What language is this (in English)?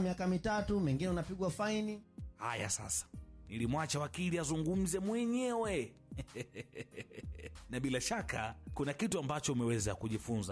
Swahili